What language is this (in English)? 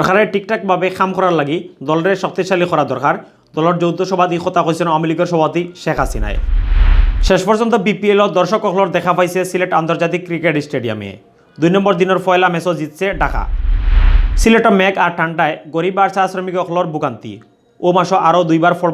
Sylheti